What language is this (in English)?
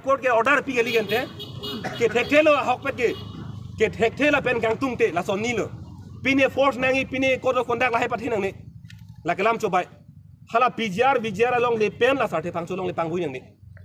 Karbi